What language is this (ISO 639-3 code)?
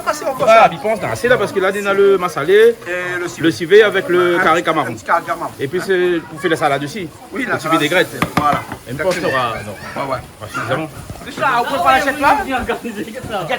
rcf